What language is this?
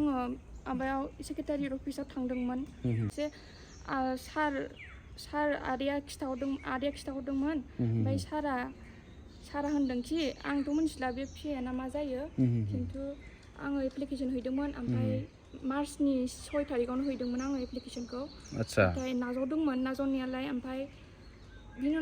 Bodo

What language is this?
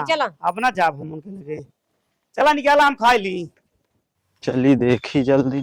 Awadhi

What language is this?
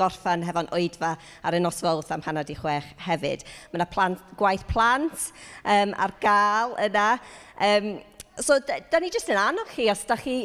Welsh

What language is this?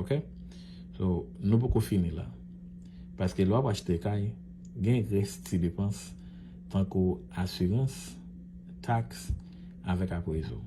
Haitian Creole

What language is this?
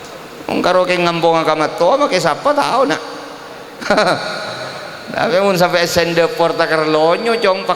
Madurese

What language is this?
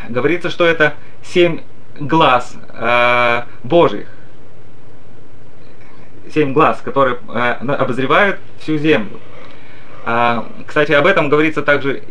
Russian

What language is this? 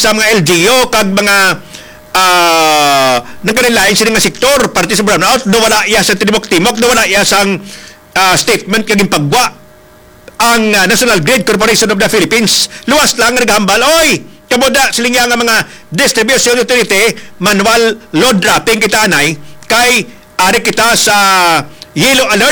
Hiligaynon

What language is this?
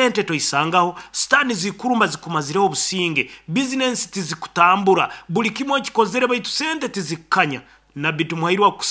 Nyoro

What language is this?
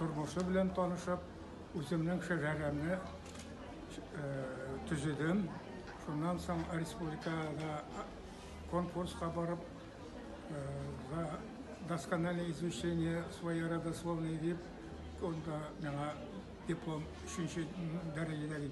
Bashkir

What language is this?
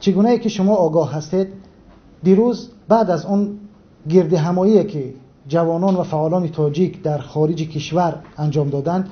Tajik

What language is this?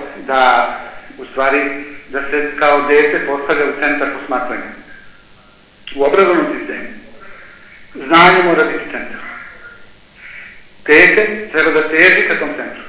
Serbian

